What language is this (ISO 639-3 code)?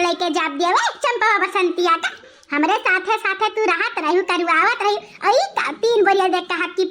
awa